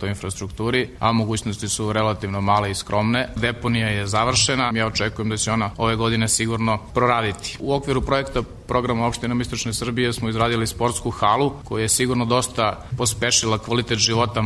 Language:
Serbian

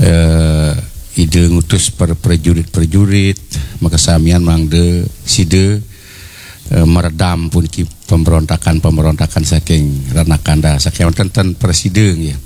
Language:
Balinese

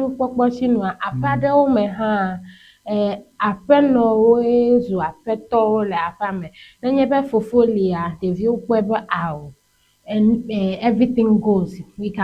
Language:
Ewe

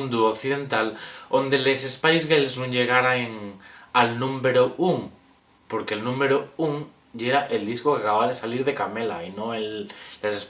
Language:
Asturian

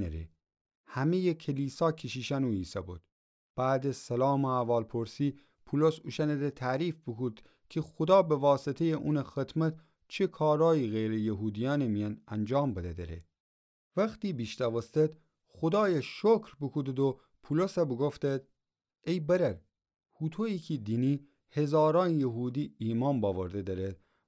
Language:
Gilaki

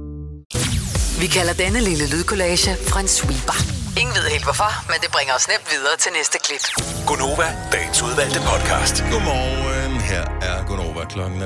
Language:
Danish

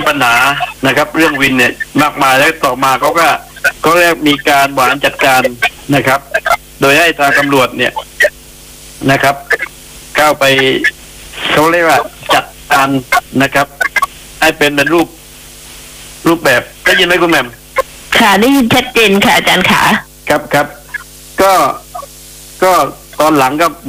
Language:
Thai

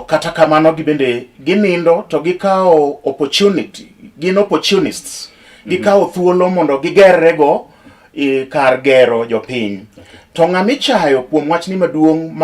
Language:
Luo (Kenya and Tanzania)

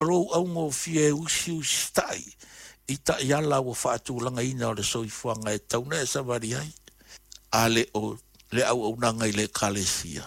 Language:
Samoan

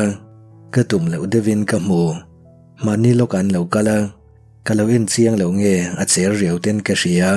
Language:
Mizo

